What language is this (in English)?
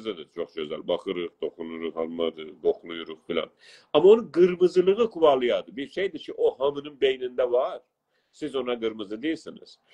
South Azerbaijani